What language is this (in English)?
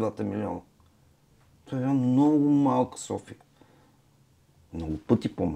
Bulgarian